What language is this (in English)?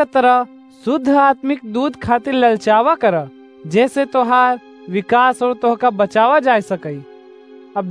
Awadhi